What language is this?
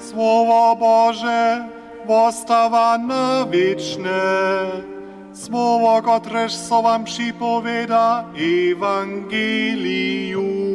Upper Sorbian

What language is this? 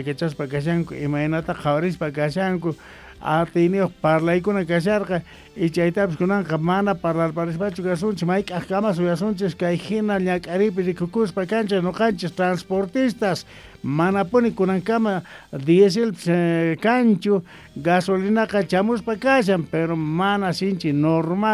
South Bolivian Quechua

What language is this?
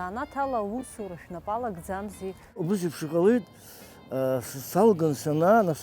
Abkhazian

